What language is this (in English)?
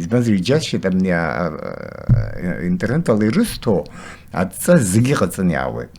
Abkhazian